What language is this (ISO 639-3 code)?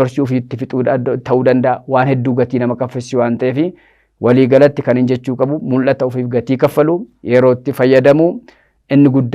orm